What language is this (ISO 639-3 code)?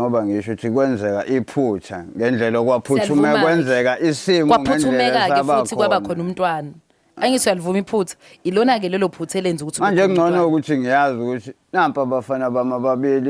zul